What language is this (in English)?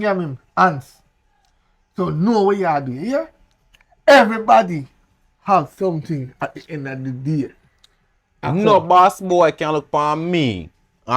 Jamaican Creole English